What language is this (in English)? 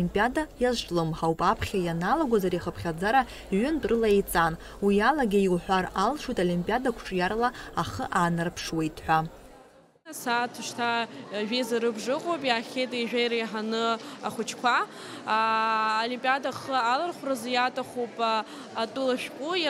Abkhazian